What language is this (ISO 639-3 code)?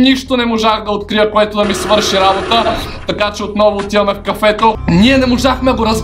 bul